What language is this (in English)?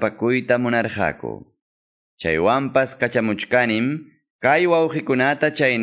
Quechua